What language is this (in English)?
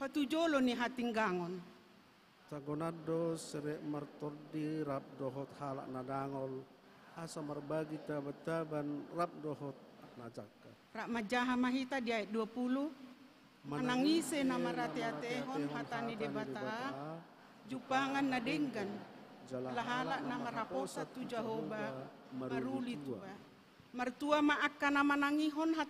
Batak Toba